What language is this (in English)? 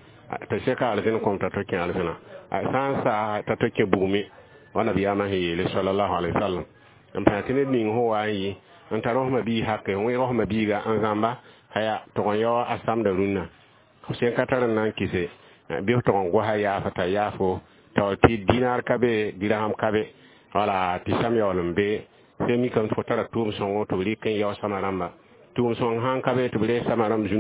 Mossi